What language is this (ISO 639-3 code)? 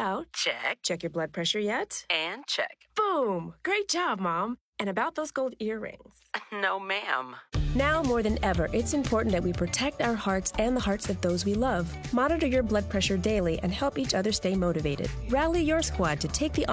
eng